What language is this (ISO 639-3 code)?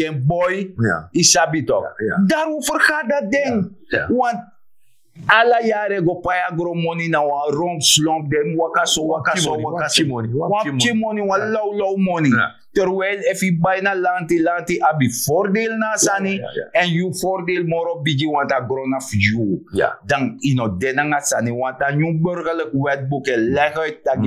srn